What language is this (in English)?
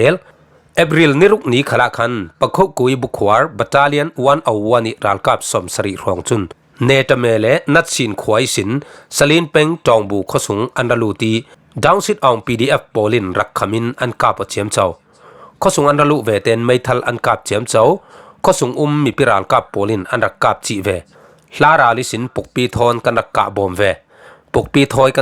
Falam Chin